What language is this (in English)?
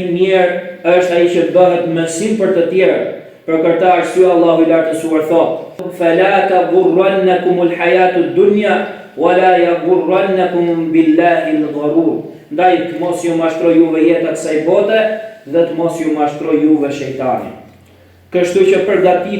Albanian